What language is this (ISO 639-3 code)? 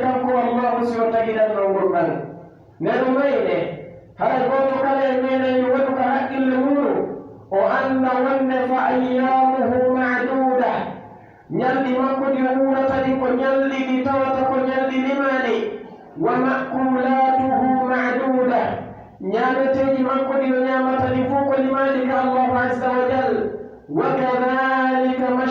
fuf